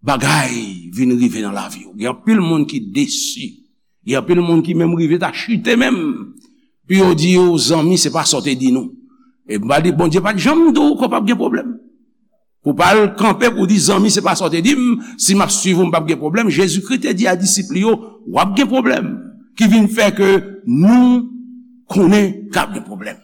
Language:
Haitian Creole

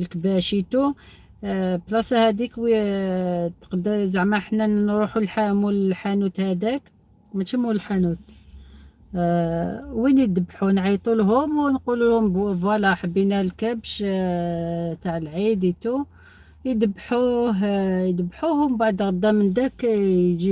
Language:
Algerian Arabic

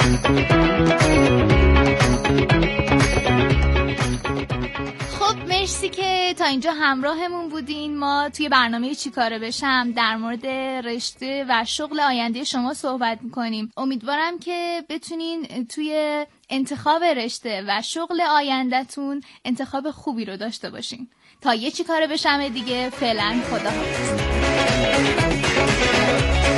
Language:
Persian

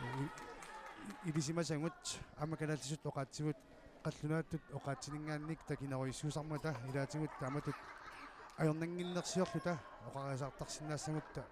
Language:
Kalaallisut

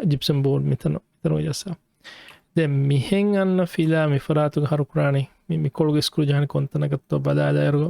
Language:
Divehi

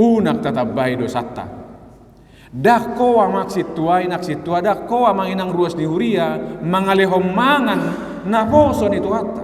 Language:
Batak Toba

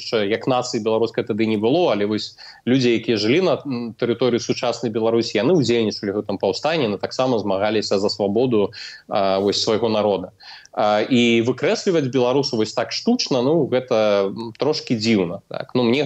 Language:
Belarusian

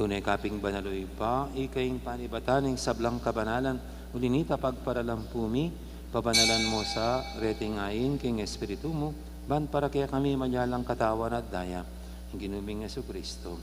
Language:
Pampanga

